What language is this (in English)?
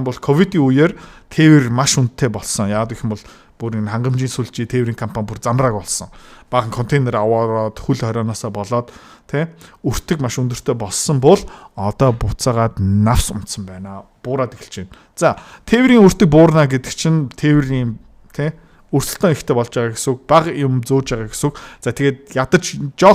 Mongolian